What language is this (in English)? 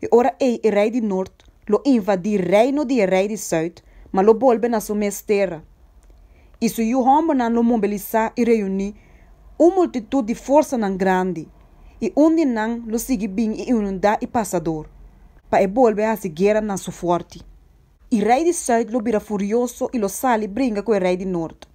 Papiamento